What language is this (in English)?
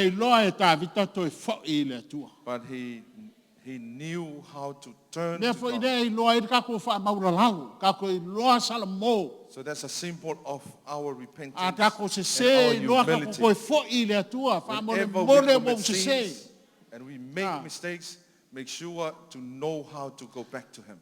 Samoan